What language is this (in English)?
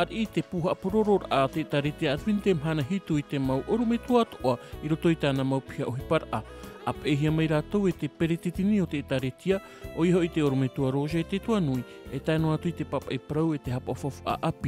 Tahitian